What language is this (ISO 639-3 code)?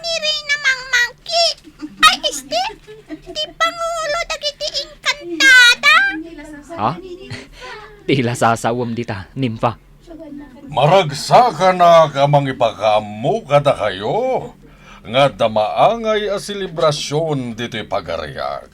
ilo